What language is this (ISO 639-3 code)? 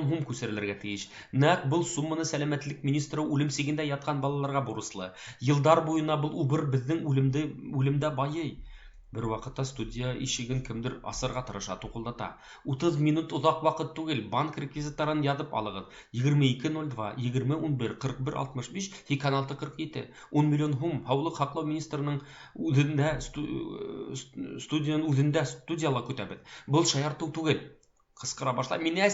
bak